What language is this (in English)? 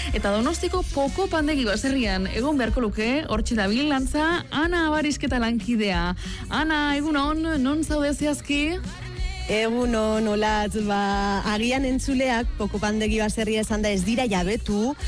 Basque